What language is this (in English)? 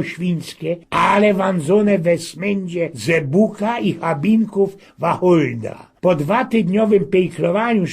Silesian